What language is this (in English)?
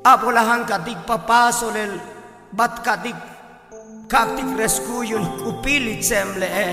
Tzotzil